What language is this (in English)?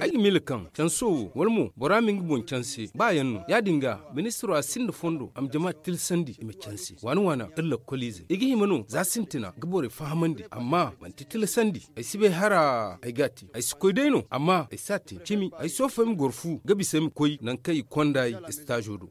Zarma